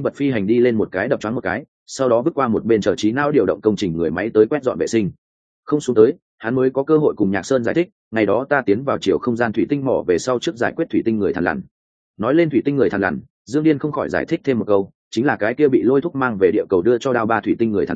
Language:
Vietnamese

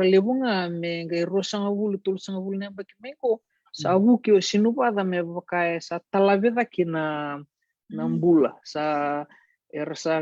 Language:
Fijian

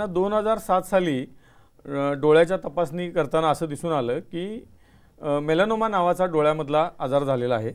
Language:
Marathi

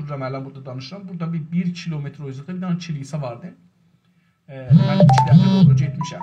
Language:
South Azerbaijani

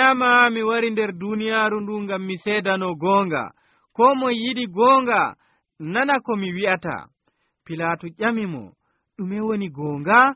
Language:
Nigerian Fulfulde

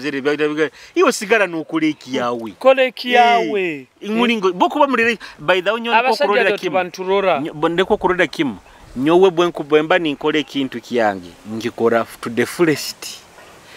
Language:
Nyoro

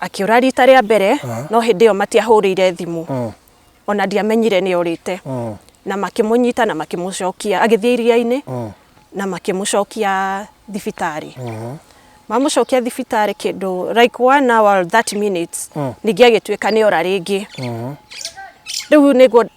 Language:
Kikuyu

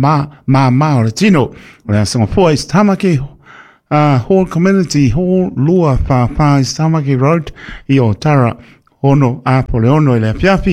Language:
Samoan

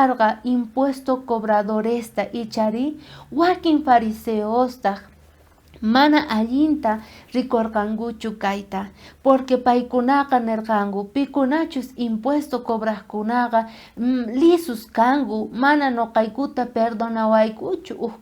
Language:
South Bolivian Quechua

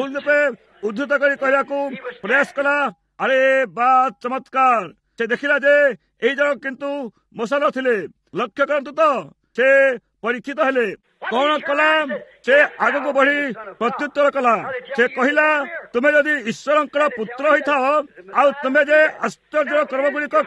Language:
Odia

